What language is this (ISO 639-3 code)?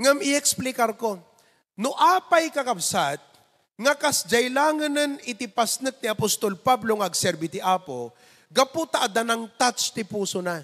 ilo